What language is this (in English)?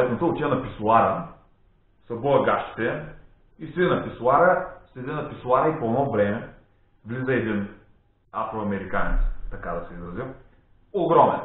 Bulgarian